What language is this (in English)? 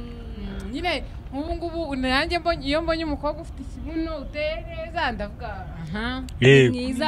Kinyarwanda